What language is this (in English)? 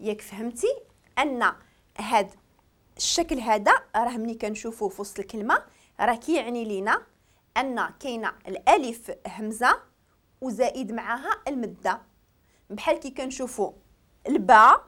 Moroccan Arabic